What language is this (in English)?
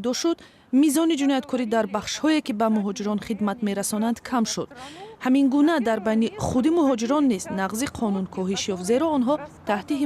Tajik